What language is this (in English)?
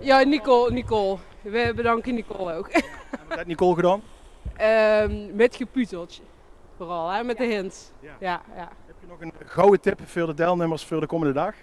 Limburgish